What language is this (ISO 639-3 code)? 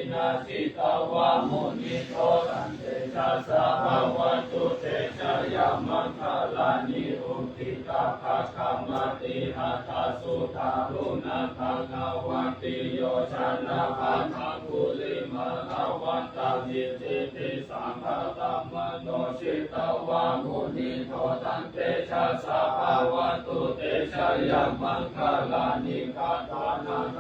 pli